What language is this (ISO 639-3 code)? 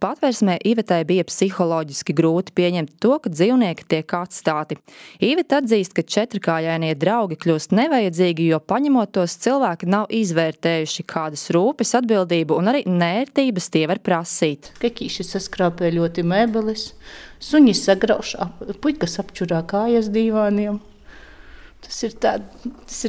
lav